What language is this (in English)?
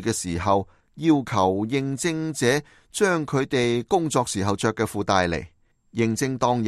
Cantonese